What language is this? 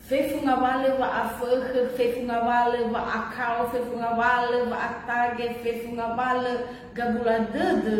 Nias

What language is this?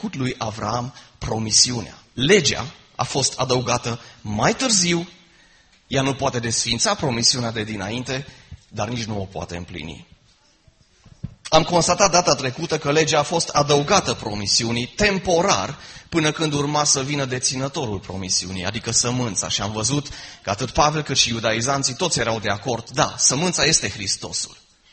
Romanian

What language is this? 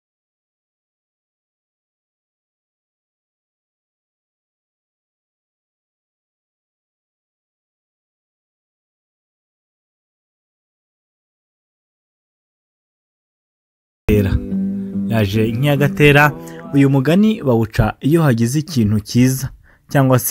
Kinyarwanda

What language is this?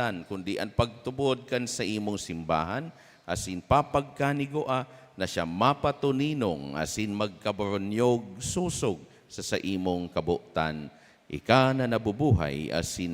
Bikol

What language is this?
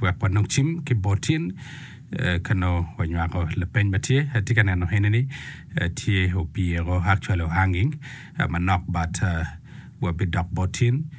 Acoli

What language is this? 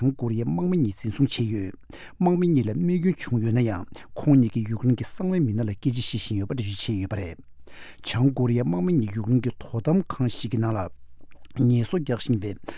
Tibetan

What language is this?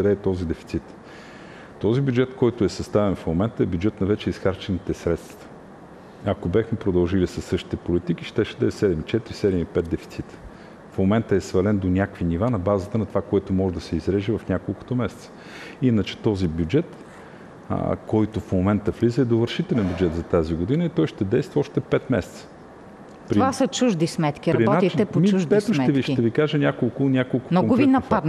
Bulgarian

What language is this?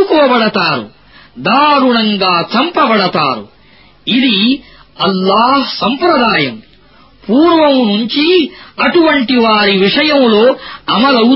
Telugu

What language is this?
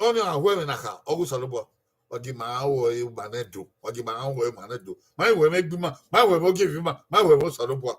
Bini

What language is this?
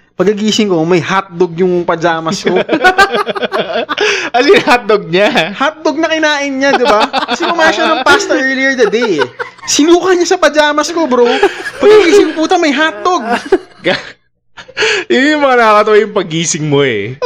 Filipino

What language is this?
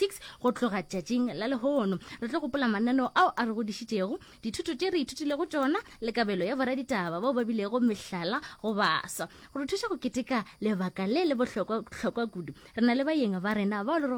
Northern Sotho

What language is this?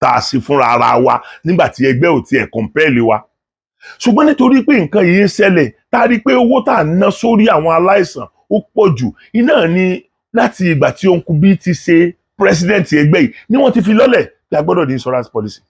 Yoruba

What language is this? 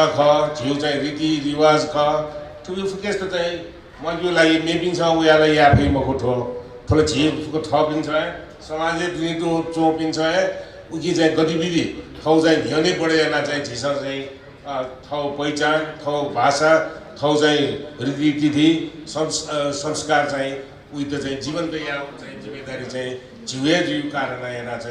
Newari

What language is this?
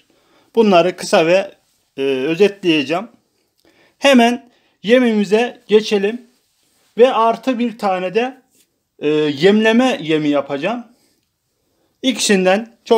Turkish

